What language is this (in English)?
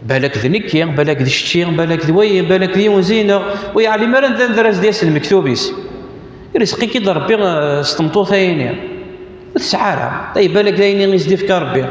Kabyle